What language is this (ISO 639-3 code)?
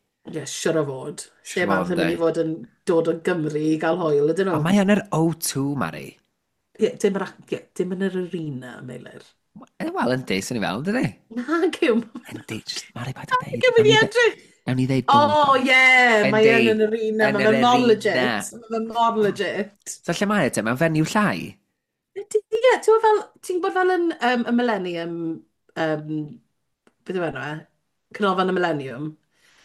cym